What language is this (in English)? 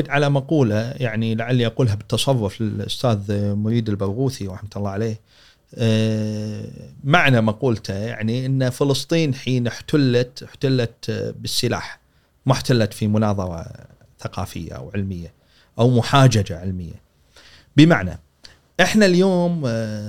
Gulf Arabic